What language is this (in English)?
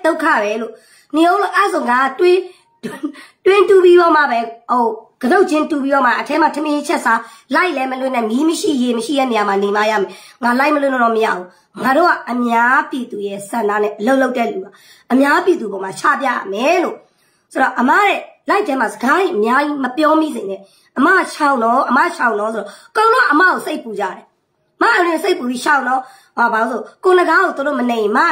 Burmese